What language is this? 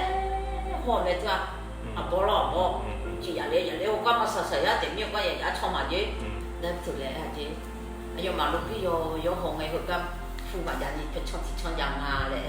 Akha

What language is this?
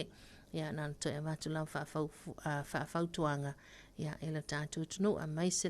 Samoan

